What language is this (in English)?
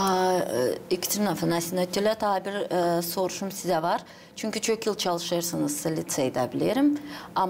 Gagauz